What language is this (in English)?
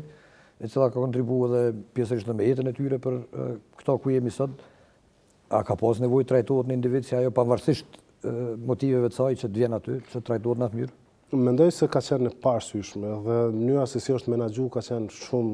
Albanian